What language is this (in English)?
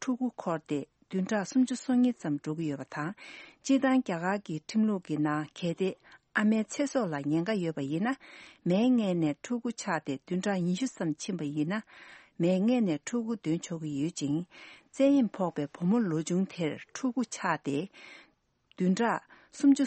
Tibetan